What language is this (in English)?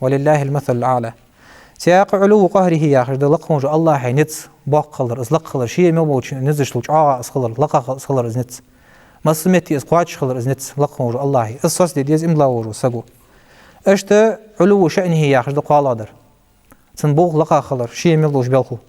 Ingush